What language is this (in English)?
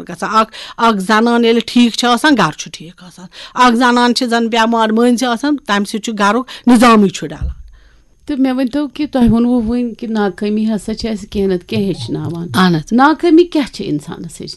Kashmiri